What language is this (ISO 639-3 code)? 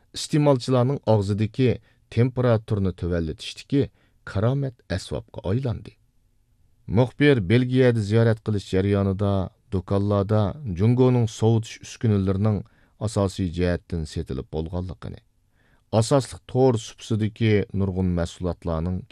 uig